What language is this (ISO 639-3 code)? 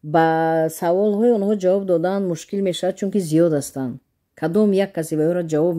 tgk